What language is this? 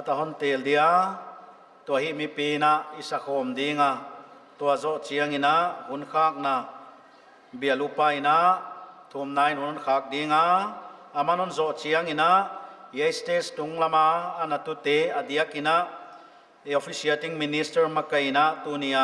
Paite Chin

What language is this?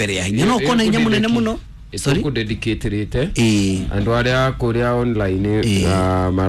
Kikuyu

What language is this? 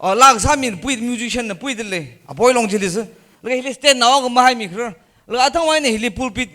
Tangkhul Naga (India)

